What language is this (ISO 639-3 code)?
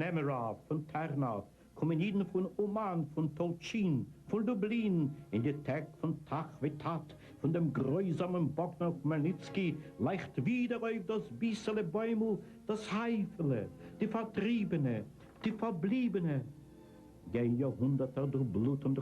yid